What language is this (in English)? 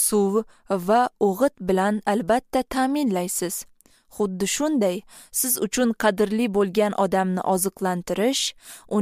Uzbek